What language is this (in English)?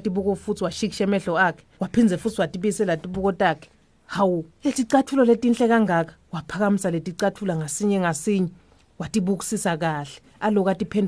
Swati